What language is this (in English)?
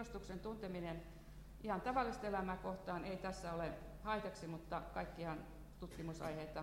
Finnish